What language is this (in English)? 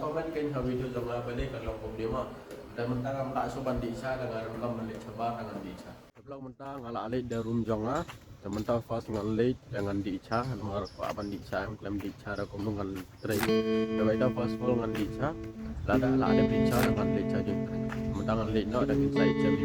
Khasi